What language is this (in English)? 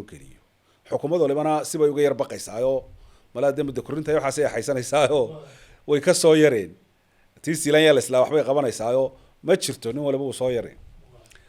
Somali